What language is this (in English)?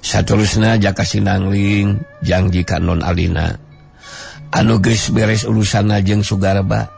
Sundanese